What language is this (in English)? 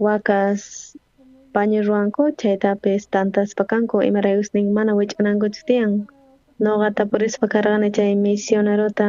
South Bolivian Quechua